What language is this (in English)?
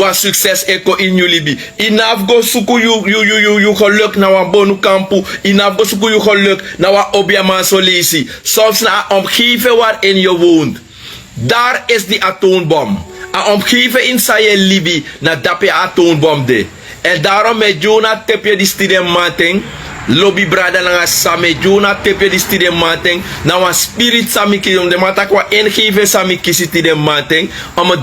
Sranan Tongo